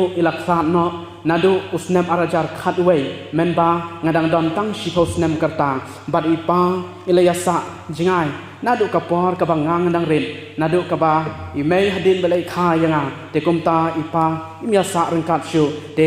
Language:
Khasi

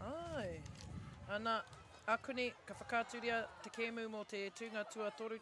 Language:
Māori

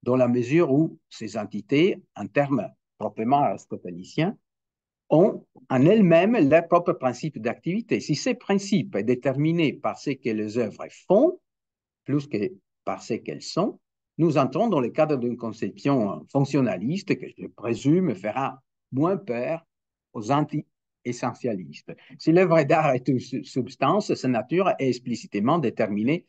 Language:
French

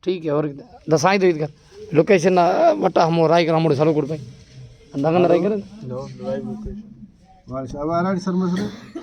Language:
Brahui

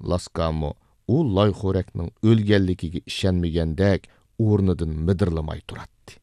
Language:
Uyghur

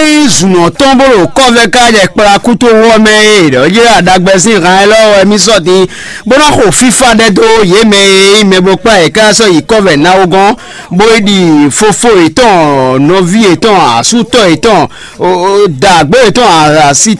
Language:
Fon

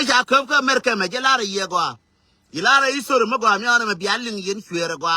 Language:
Nuer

